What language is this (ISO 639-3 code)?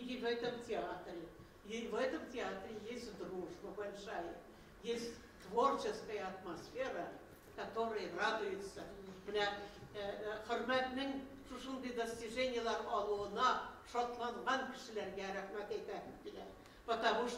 bak